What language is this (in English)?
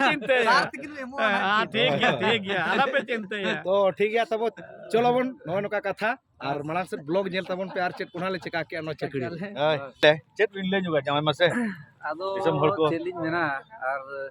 Santali